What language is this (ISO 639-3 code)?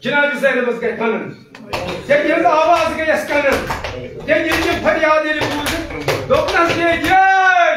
kas